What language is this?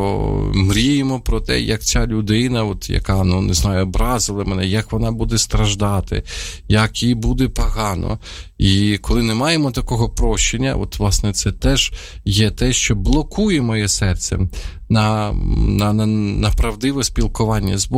Ukrainian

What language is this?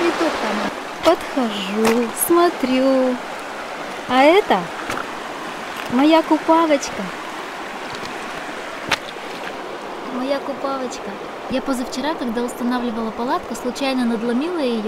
Russian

